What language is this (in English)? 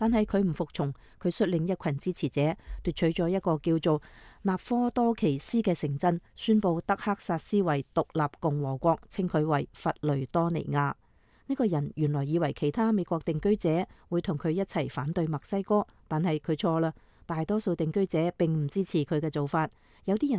Cantonese